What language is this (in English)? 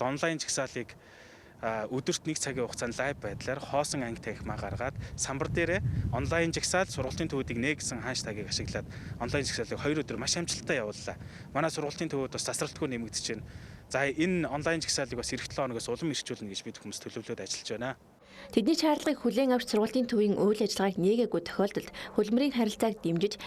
Mongolian